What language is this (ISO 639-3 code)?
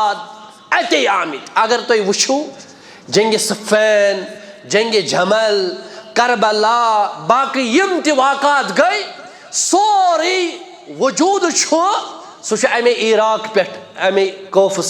kas